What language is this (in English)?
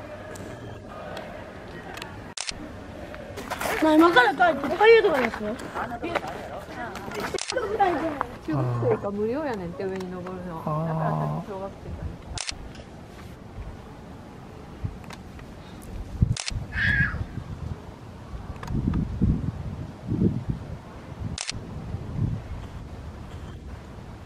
Japanese